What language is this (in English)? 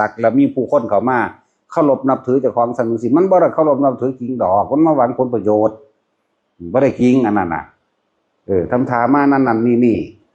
Northeastern Thai